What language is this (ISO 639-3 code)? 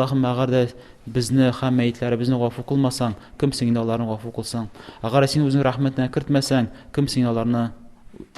tat